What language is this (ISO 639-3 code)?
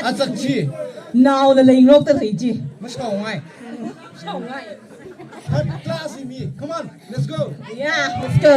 nmf